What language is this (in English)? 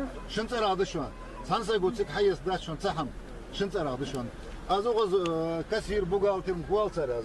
Ingush